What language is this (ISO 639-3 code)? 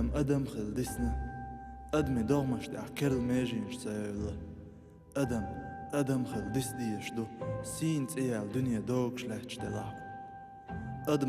che